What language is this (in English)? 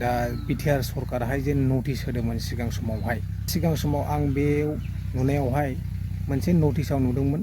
Bodo